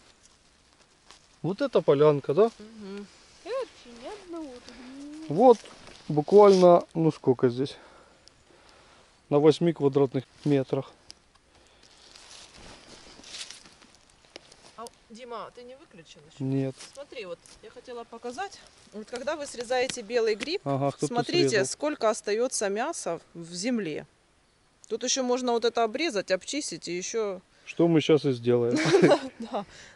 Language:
Russian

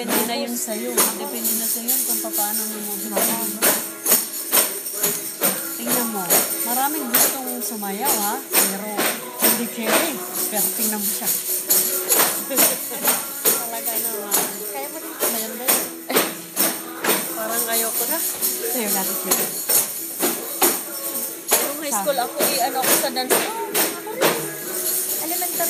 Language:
Filipino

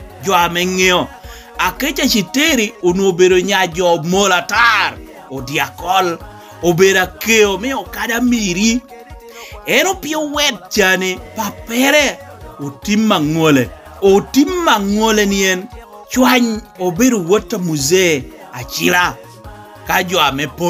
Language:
Lango (Uganda)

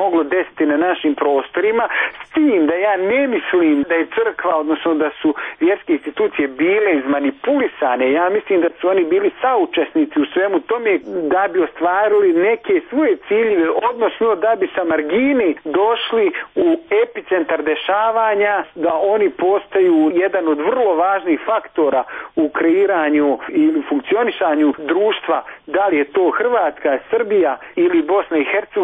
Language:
Bosnian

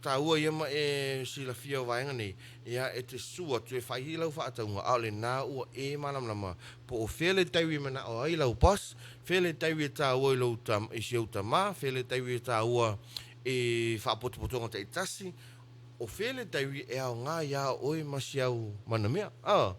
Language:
Samoan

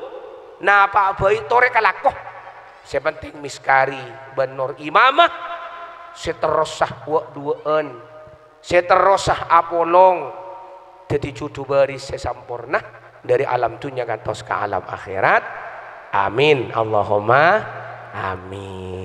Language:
Madurese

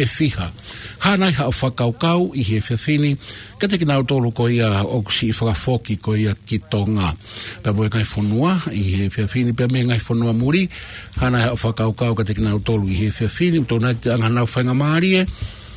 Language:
Tongan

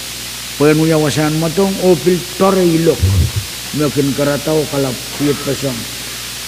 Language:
Pohnpeian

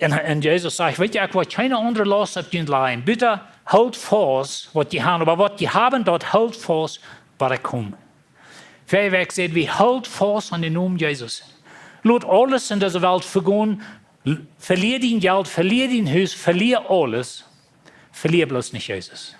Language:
Plautdietsch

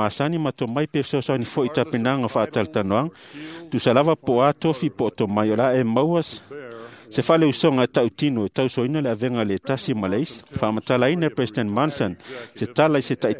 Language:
Samoan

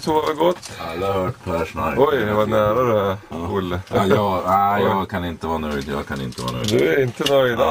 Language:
Swedish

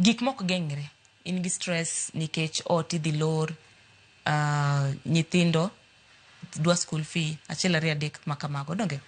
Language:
Luo (Kenya and Tanzania)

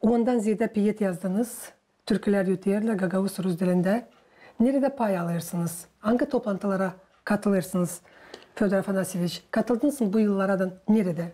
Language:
Gagauz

